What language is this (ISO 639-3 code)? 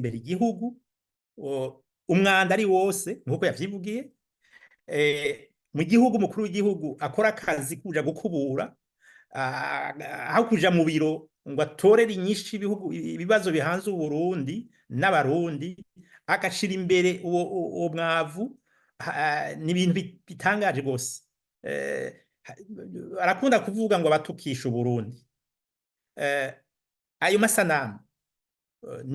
run